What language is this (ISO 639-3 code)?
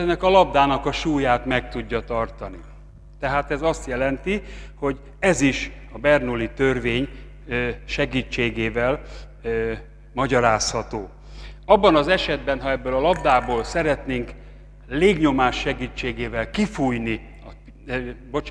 hun